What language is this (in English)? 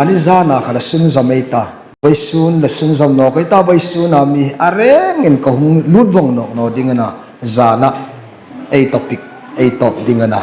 Hmar